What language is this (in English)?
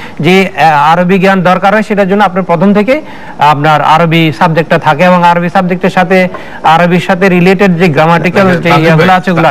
Bangla